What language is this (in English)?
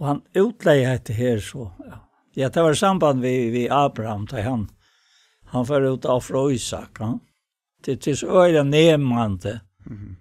Faroese